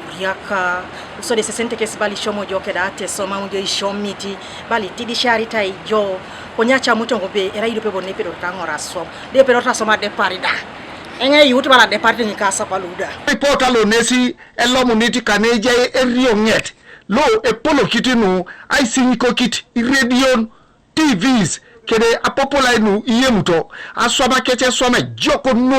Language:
Teso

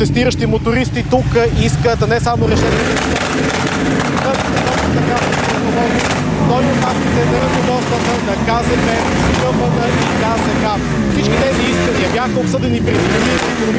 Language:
Bulgarian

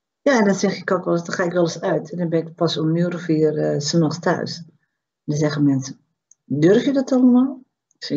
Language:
Dutch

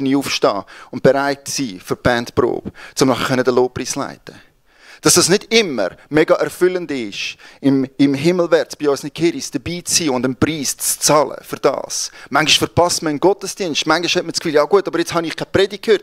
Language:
Swiss German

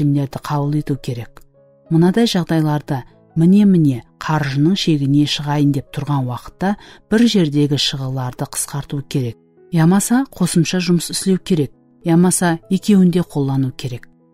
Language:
Kara-Kalpak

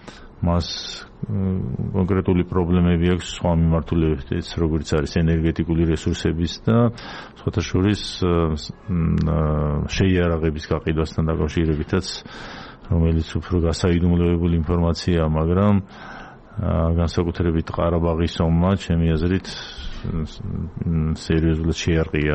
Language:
Georgian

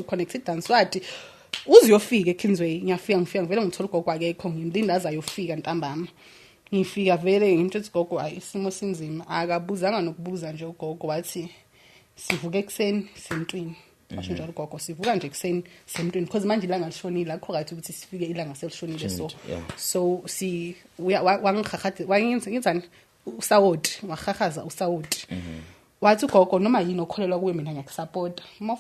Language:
Zulu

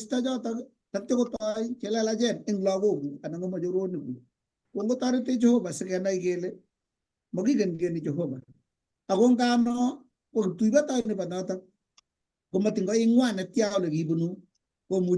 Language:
Kalenjin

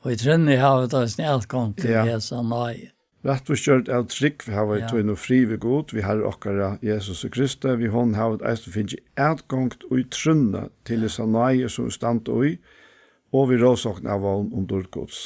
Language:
Faroese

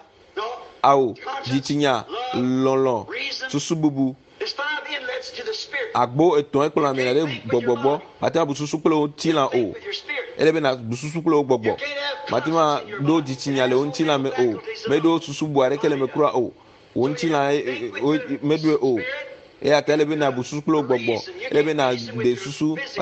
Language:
Ewe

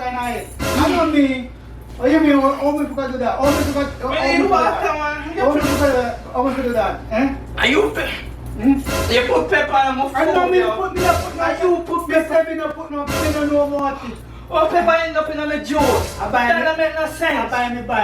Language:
Jamaican Creole English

